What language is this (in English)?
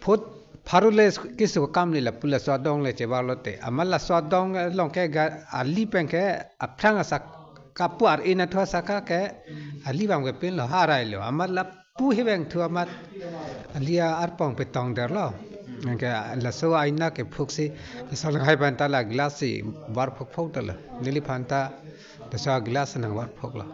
Karbi